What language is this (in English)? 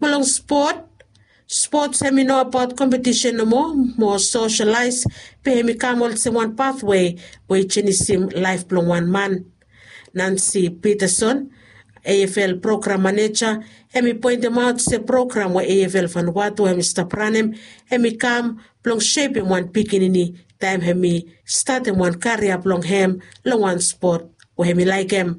Bislama